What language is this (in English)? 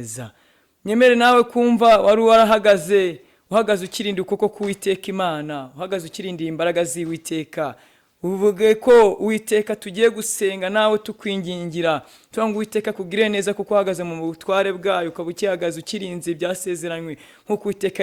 Kinyarwanda